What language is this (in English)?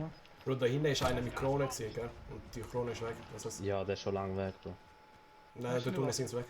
Swiss German